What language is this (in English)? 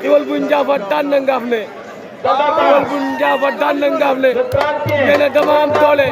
Wolof